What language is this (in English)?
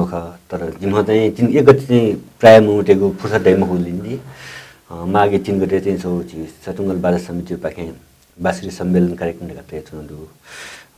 Newari